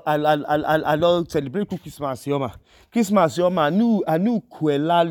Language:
Idoma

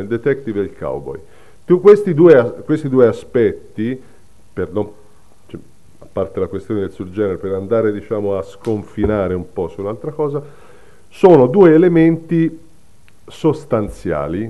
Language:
Italian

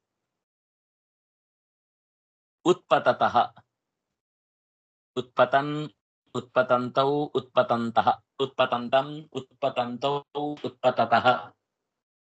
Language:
Kannada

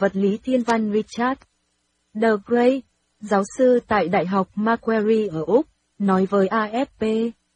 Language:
Vietnamese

